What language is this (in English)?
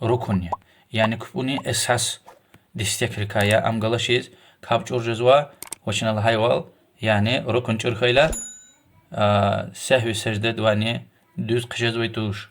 Lezghian